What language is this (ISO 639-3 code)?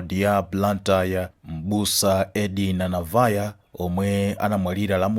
nya